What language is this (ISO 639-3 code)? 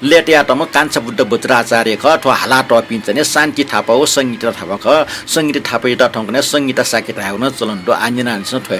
new